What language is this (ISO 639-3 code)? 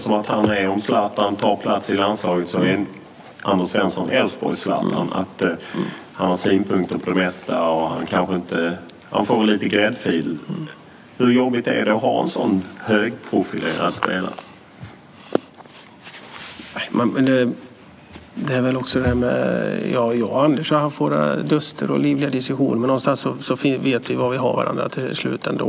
swe